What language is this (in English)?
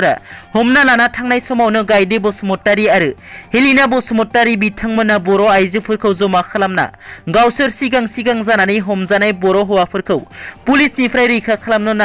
Bodo